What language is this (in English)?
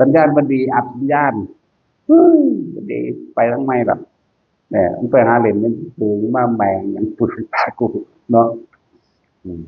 Northeastern Thai